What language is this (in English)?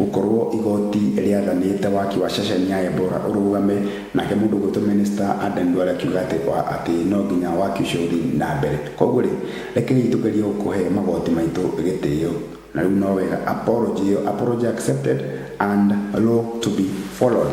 Kikuyu